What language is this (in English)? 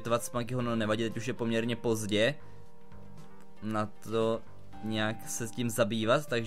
Czech